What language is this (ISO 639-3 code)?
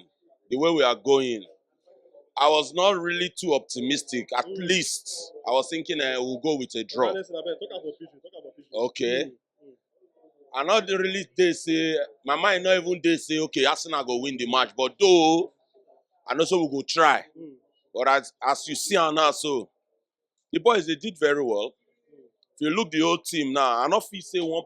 pcm